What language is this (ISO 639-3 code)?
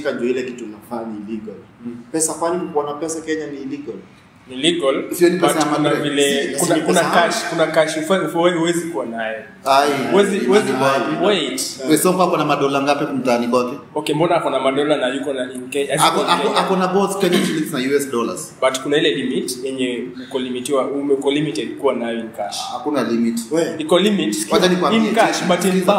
swa